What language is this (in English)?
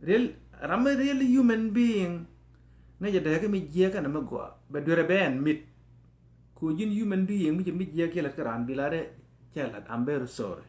Nuer